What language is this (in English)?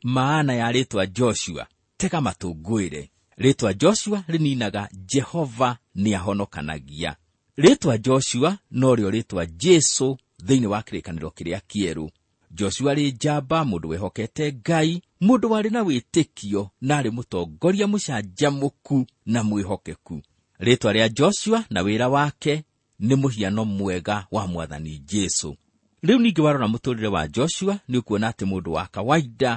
Kikuyu